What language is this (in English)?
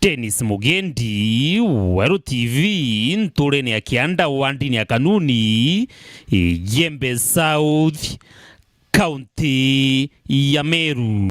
Meru